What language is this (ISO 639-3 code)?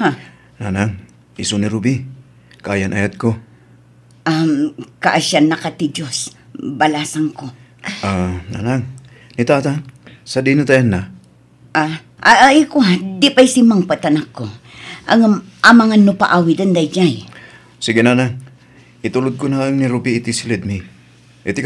ilo